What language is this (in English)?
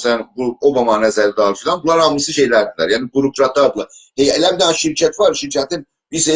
South Azerbaijani